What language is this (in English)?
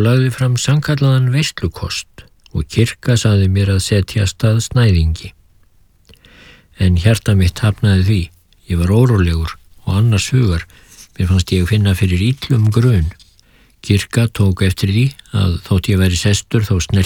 Icelandic